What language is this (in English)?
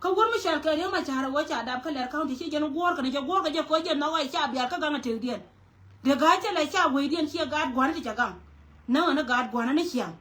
Nuer